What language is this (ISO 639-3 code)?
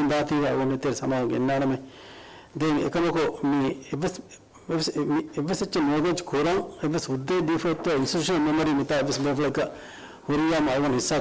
div